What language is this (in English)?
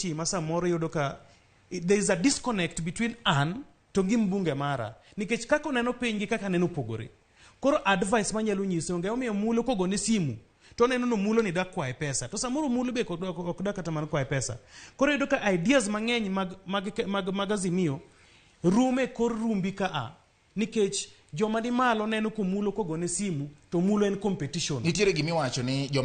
Luo (Kenya and Tanzania)